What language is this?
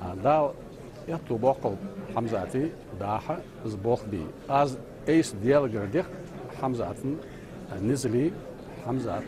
Ingush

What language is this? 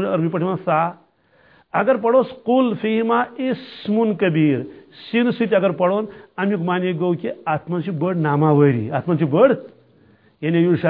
Kashmiri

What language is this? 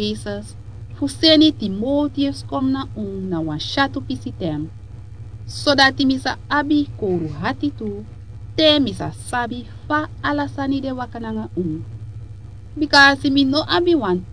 Sranan Tongo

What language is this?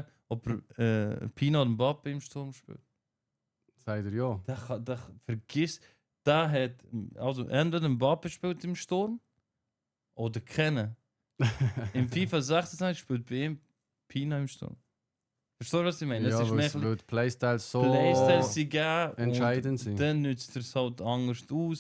Swiss German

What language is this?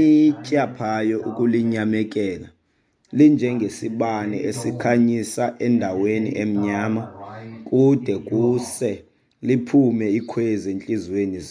Xhosa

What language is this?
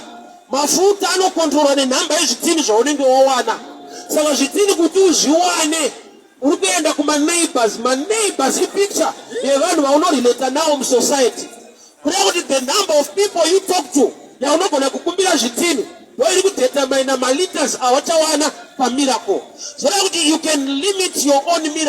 Shona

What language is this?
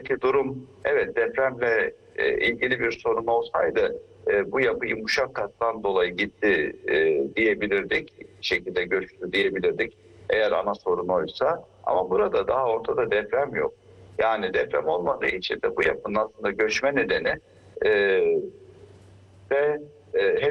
Turkish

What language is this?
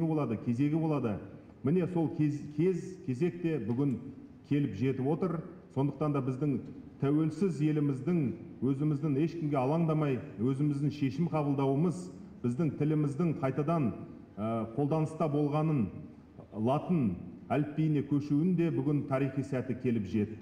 Kazakh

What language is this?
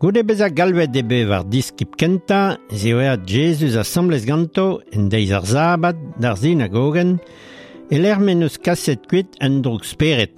Breton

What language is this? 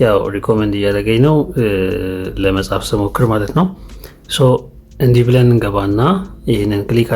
Amharic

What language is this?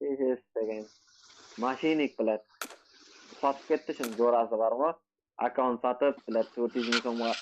Kara-Kalpak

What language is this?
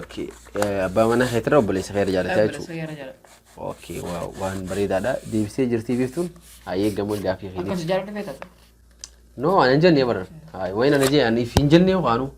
Oromo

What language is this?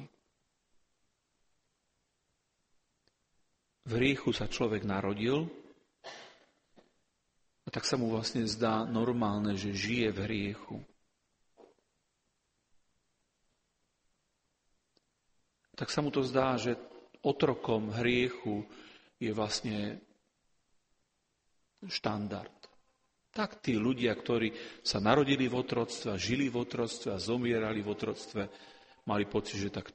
Slovak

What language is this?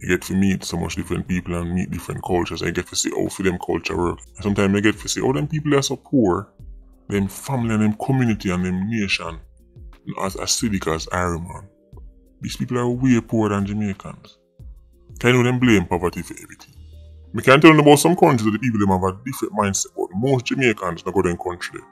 Jamaican Creole English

